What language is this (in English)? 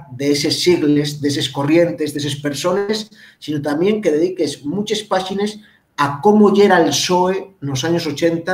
Asturian